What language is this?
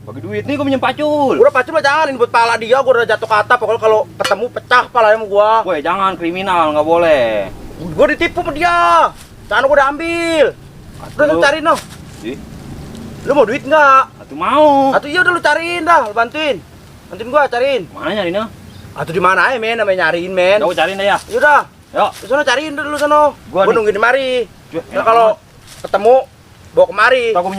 Betawi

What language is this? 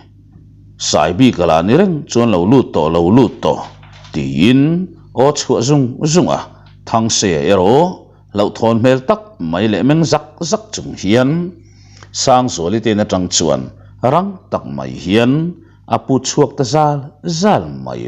Mizo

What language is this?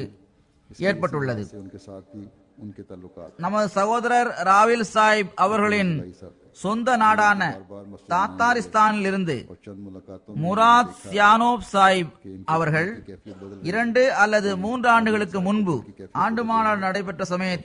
Tamil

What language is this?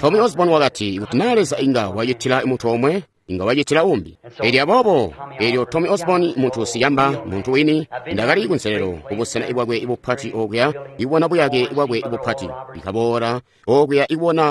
Tonga (Zambia)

